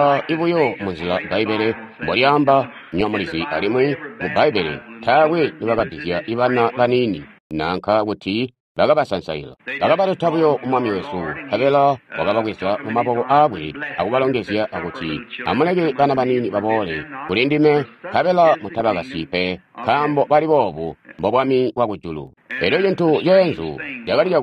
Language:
Tonga (Zambia)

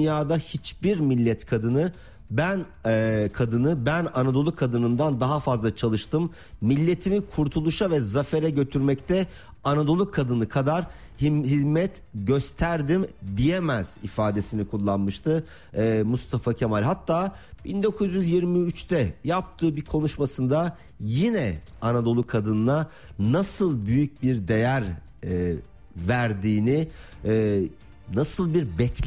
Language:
Turkish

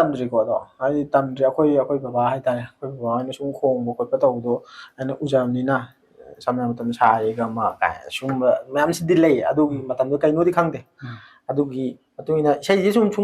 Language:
Manipuri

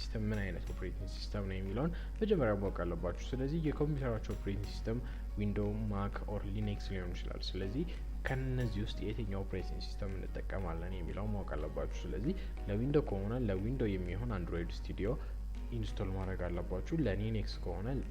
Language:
Amharic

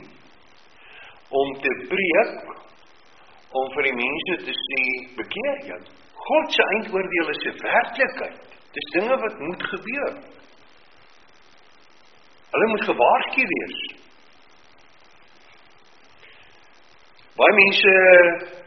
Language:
Afrikaans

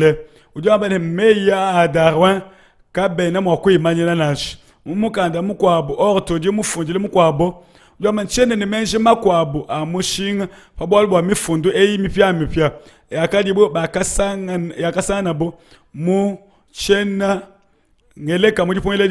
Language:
Luba-Lulua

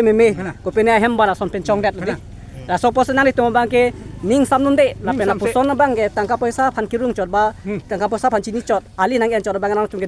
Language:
Karbi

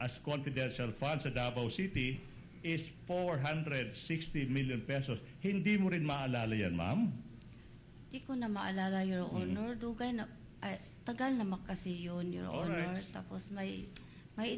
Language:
Filipino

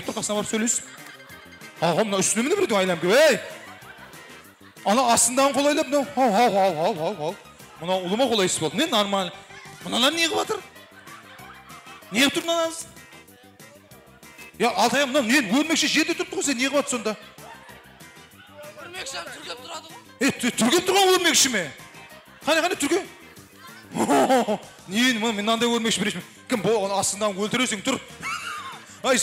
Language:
Kara-Kalpak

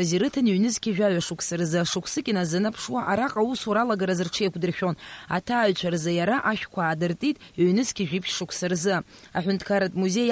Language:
Abkhazian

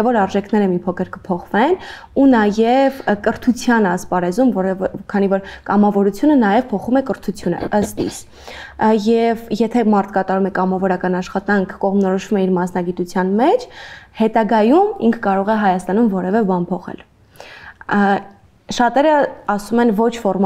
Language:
Armenian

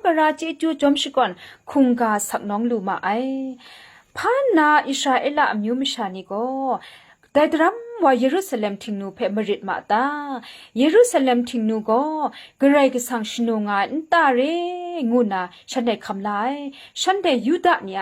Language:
Kachin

